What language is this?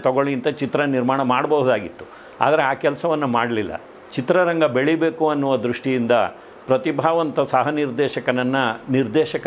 Kannada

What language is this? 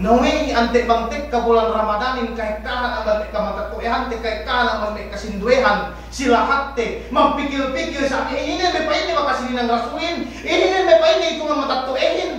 Yakan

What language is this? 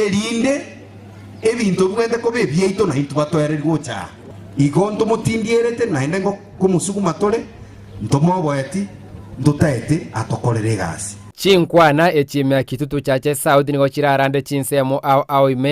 Gusii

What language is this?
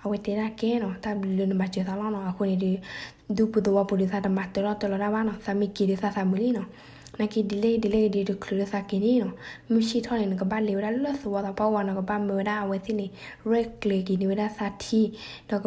S'gaw Karen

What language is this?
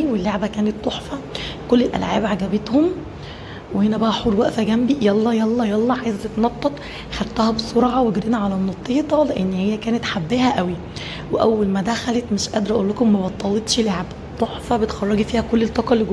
Egyptian Arabic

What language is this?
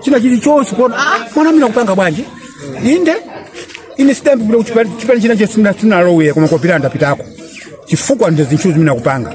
Nyanja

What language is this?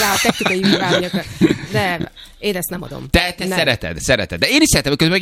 Hungarian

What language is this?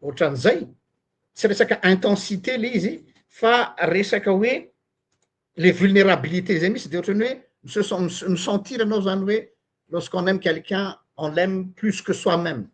Malagasy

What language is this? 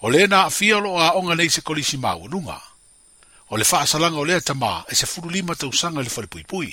Samoan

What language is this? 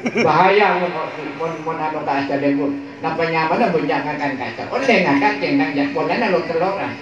Madurese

